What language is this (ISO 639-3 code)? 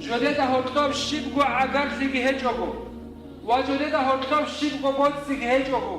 ava